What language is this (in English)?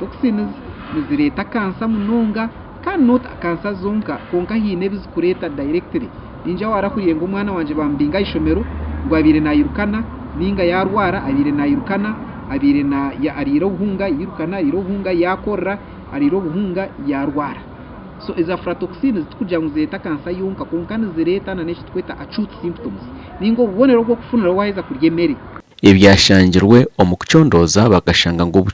Nyankole